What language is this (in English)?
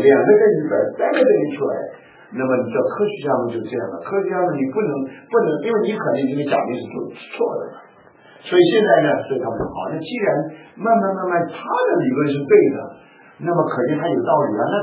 Chinese